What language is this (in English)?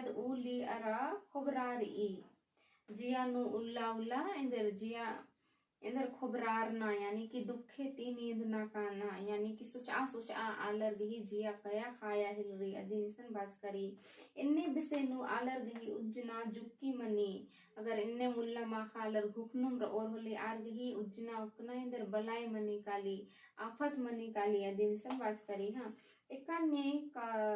Kurukh